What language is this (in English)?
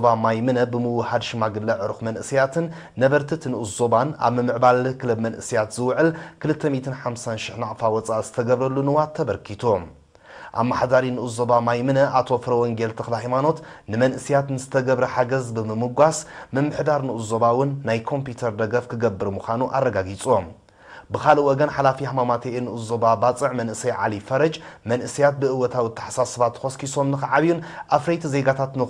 Tigrinya